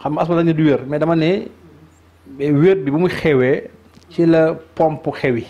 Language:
Wolof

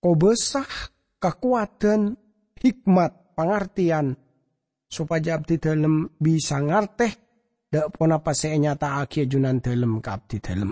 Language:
Madurese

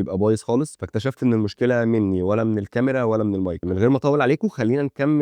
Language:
Egyptian Arabic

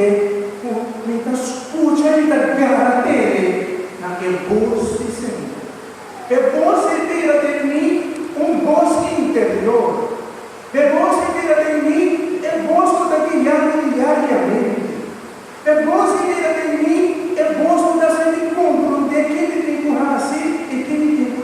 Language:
Papiamento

